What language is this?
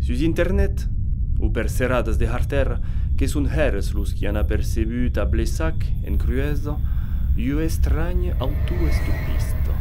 Occitan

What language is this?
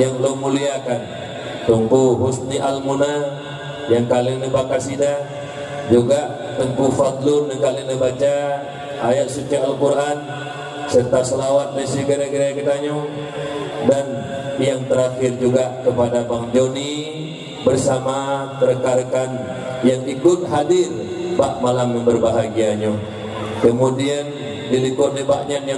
Achinese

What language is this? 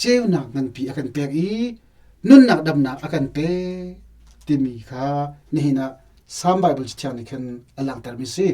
Hakha Chin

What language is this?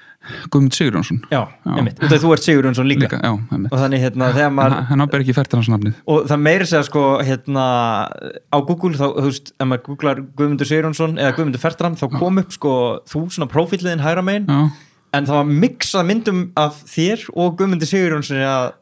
Icelandic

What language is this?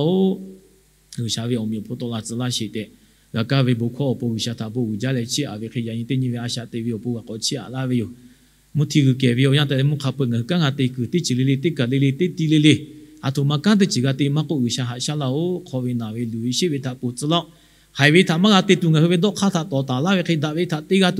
Lahu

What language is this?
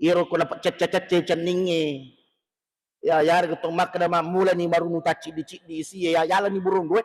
Buginese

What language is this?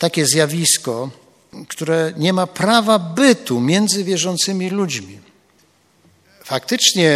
Polish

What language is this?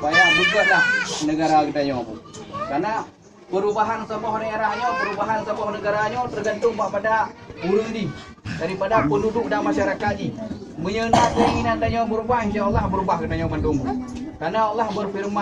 Achinese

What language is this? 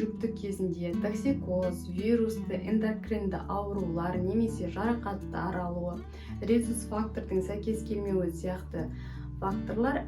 Kazakh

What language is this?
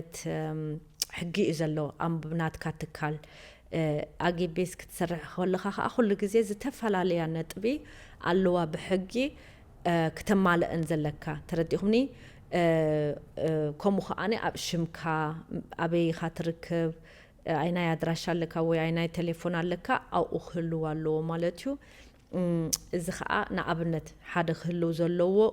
Tigrinya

